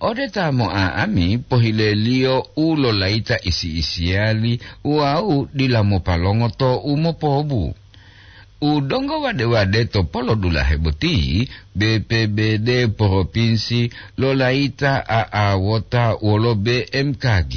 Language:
Gorontalo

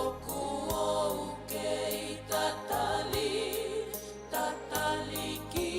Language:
Tongan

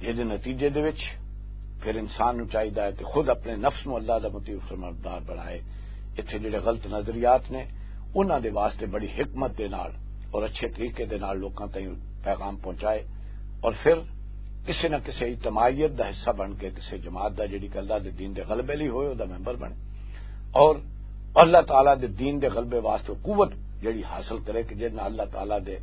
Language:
Western Panjabi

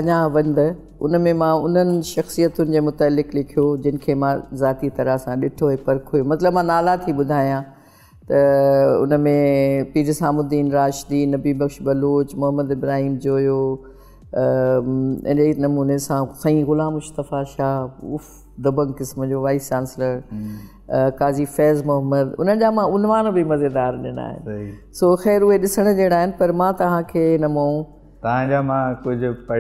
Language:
Sindhi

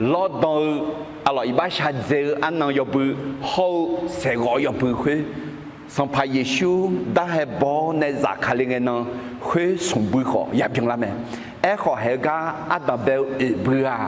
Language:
Akha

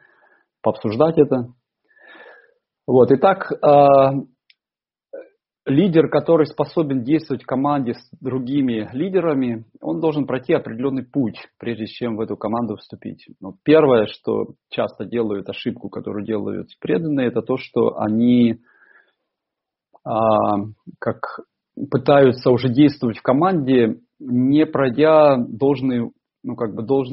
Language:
Russian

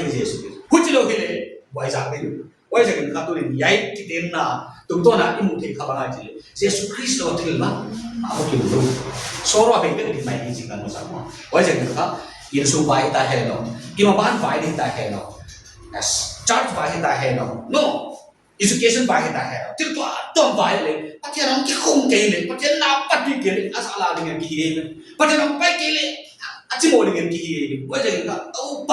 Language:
Paite Chin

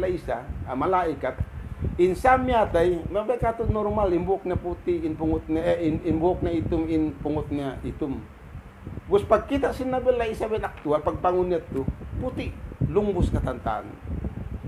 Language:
Tausug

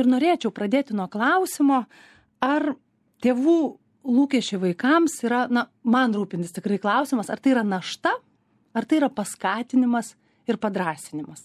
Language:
Lithuanian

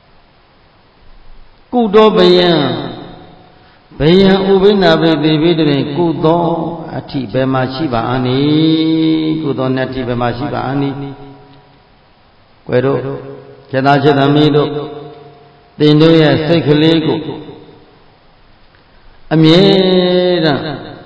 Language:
Burmese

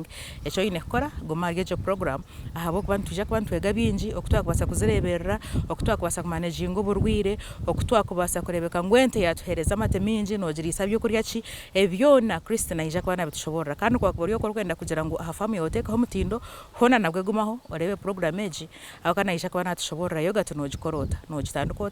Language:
Nyankole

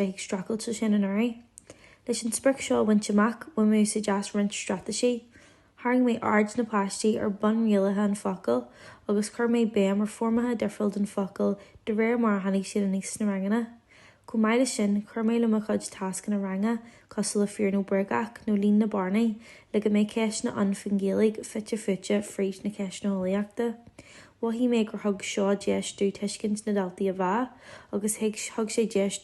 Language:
Irish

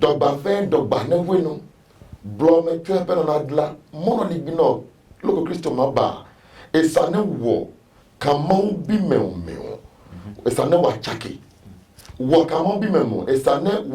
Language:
Adangme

